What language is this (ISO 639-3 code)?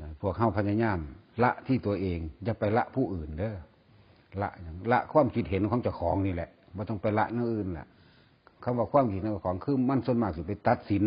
tts